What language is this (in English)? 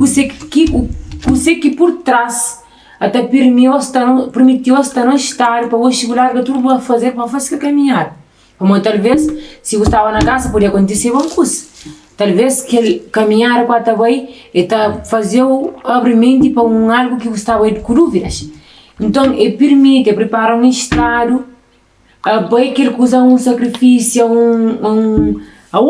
Kabuverdianu